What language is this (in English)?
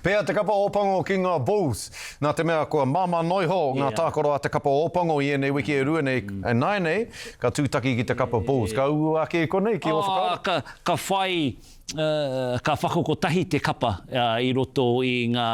Māori